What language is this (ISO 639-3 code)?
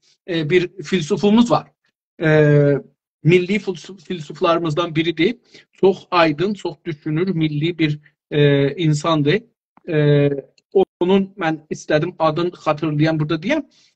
azb